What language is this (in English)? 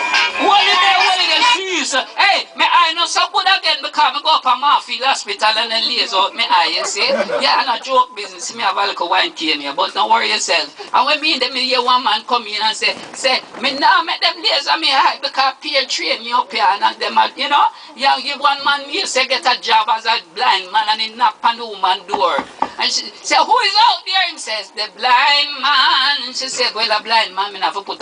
Jamaican Creole English